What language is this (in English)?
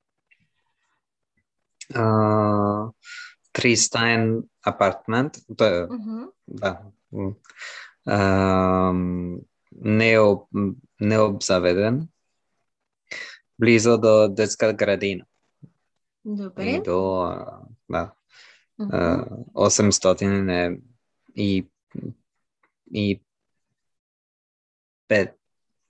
Bulgarian